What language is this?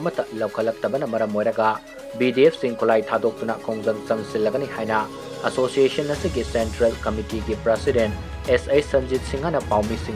Manipuri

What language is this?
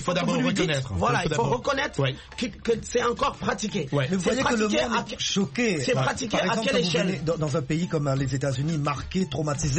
French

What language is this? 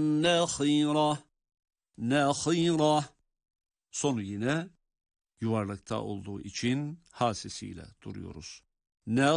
Turkish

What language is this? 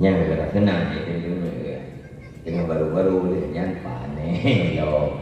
Achinese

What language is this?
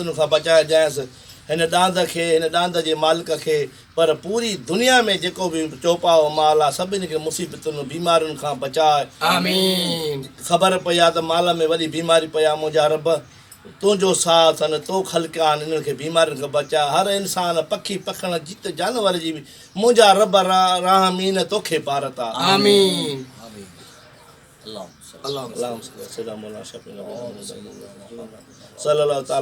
Sindhi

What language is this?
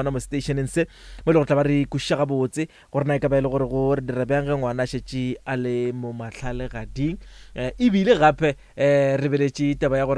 Northern Sotho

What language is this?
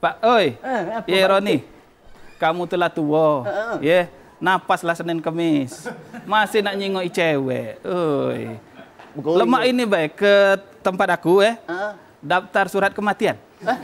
Musi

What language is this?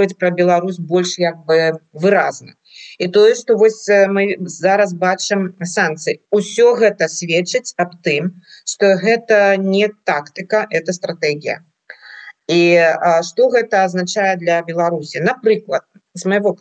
Belarusian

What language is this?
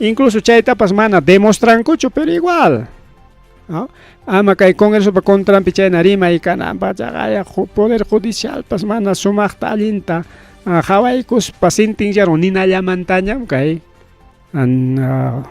Ayacucho Quechua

